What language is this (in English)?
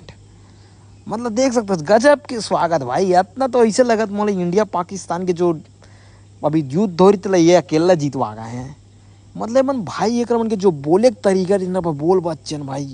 Chhattisgarhi